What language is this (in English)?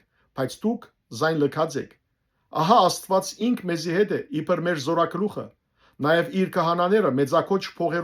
Western Armenian